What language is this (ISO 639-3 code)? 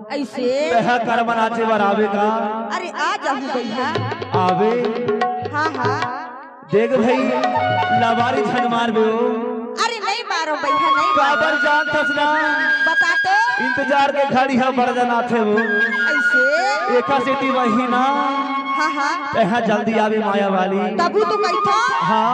hne